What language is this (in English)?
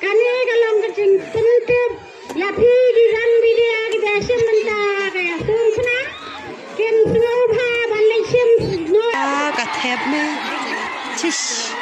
Khasi